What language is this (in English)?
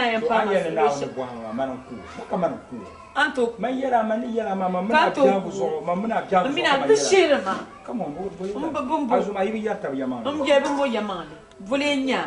Dagbani